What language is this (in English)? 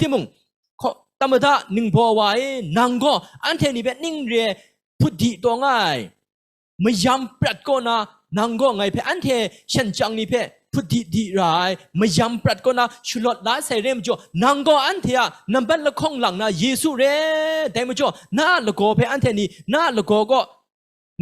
Kachin